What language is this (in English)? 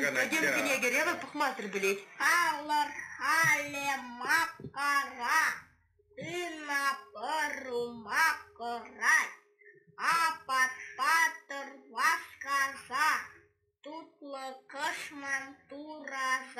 Chuvash